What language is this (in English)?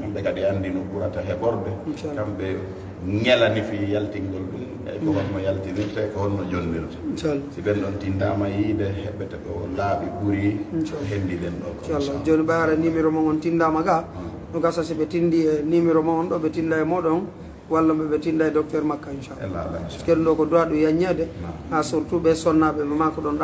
Fula